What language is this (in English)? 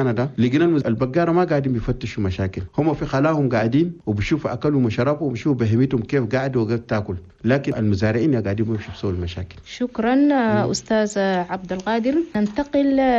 Chadian Arabic